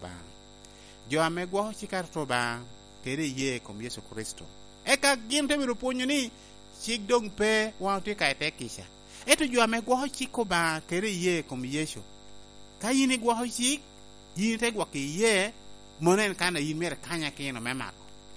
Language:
Lango (Uganda)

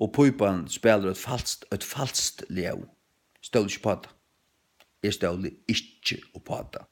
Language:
Faroese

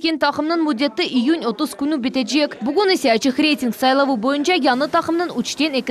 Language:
Crimean Tatar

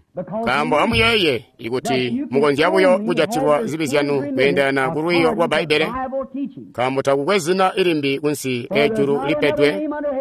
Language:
Tonga (Zambia)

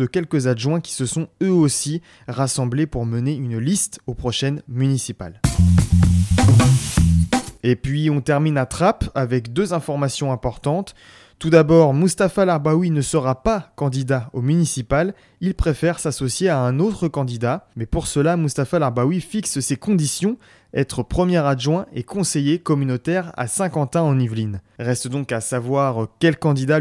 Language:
French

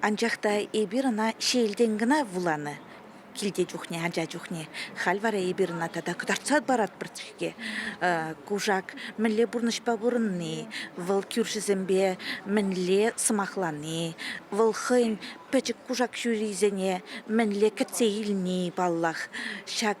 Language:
Chuvash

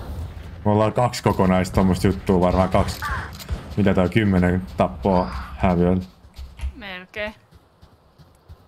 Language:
Finnish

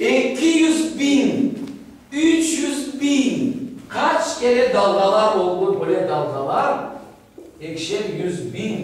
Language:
Crimean Tatar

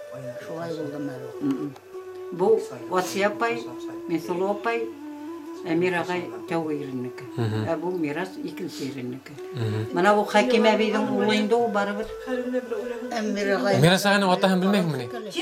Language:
Bashkir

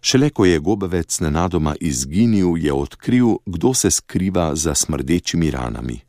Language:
Slovenian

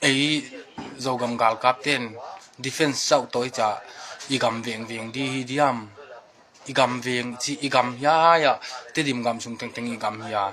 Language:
Tedim Chin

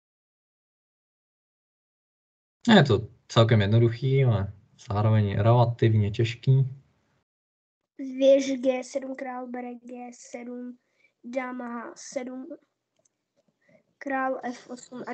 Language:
Czech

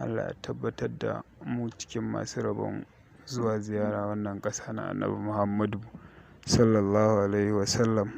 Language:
Hausa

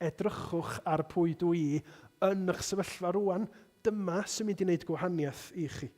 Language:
Welsh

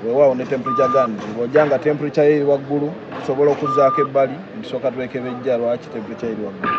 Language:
Ganda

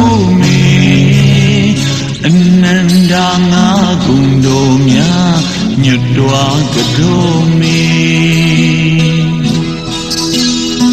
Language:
Burmese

